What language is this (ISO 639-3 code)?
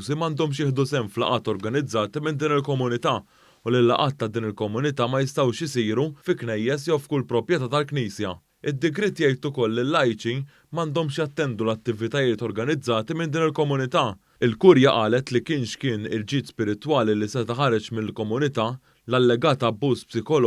mlt